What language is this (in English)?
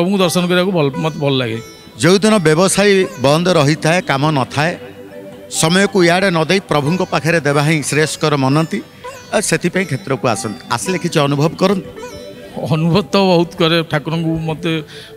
Odia